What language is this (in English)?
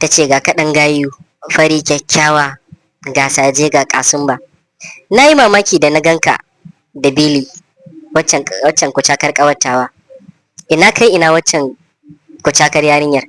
Hausa